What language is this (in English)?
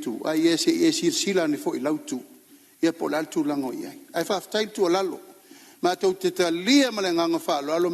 Samoan